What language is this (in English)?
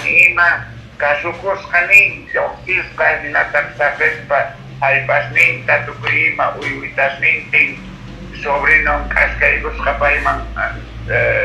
Quechua